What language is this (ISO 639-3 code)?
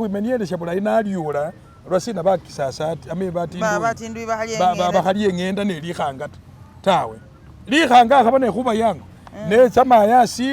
myx